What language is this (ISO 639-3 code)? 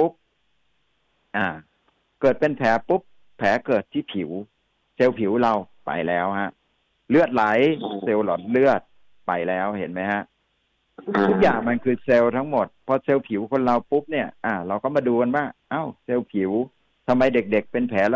tha